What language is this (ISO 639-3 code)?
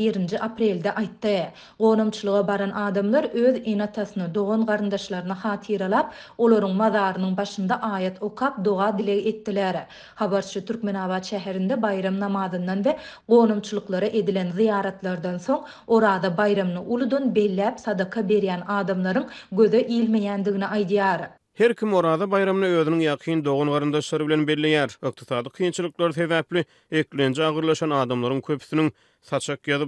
tuk